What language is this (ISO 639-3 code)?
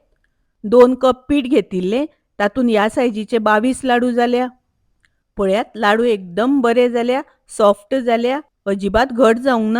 kok